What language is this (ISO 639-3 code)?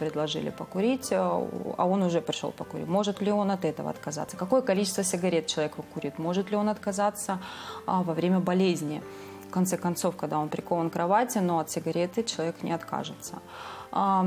rus